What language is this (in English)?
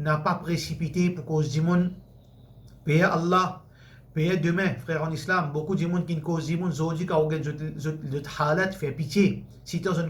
Morisyen